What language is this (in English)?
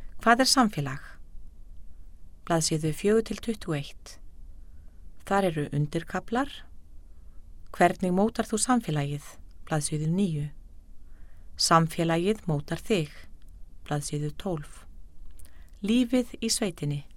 Icelandic